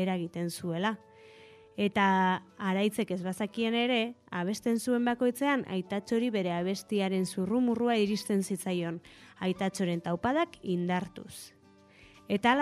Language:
Basque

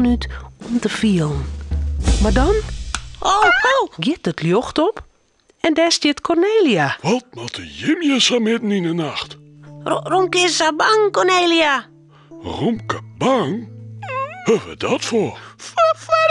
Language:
Western Frisian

